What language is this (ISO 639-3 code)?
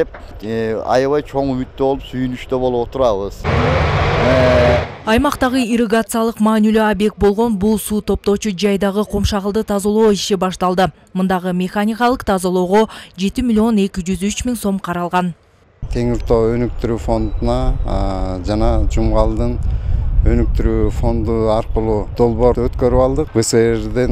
kir